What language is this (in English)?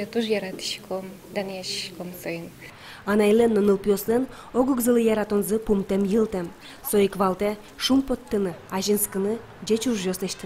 Udmurt